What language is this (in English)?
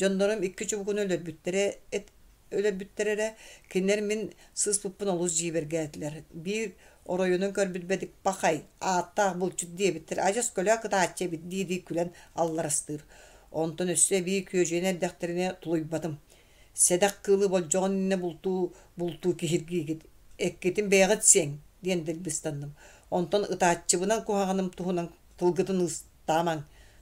Yakut